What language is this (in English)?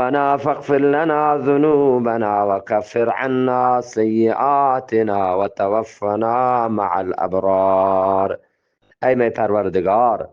Eastern Balochi